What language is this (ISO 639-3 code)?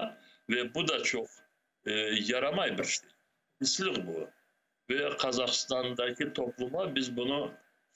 crh